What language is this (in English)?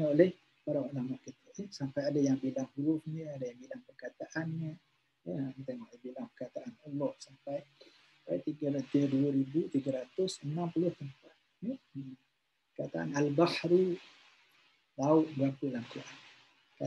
Malay